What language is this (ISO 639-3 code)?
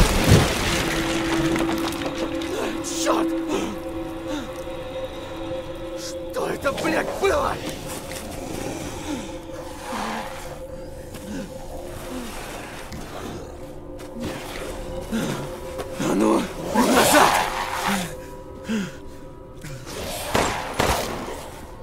rus